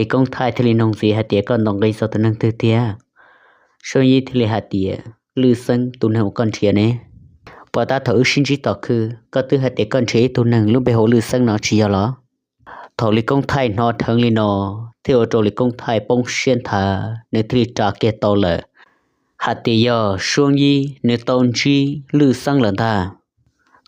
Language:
Hmong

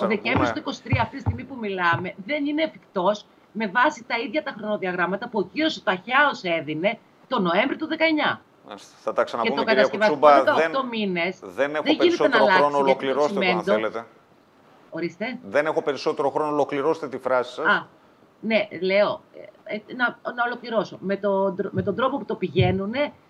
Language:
Greek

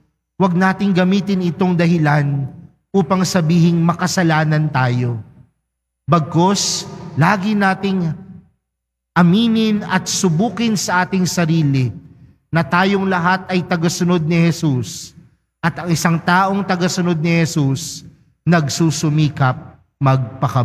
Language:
Filipino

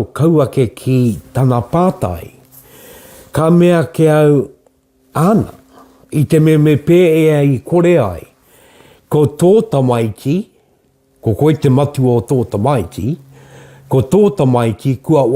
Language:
Māori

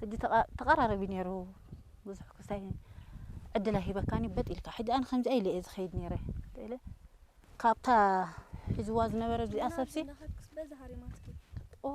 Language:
Tigrinya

